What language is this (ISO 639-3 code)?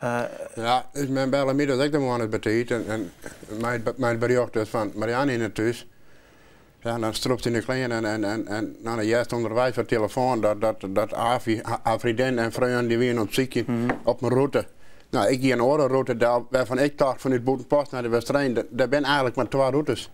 fry